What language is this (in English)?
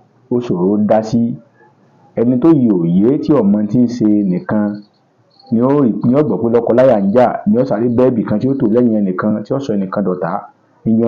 Yoruba